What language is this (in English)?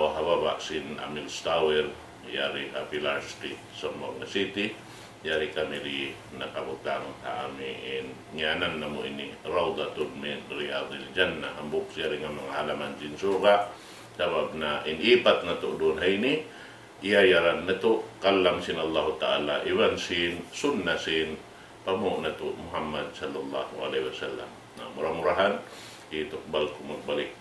Tausug